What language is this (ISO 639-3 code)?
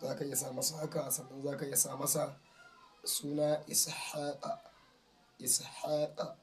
hau